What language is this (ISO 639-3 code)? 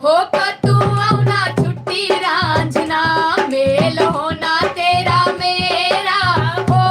doi